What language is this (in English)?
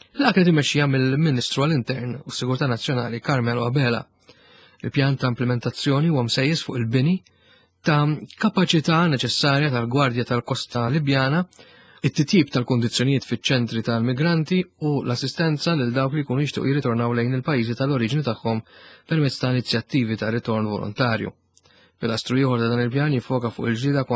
Maltese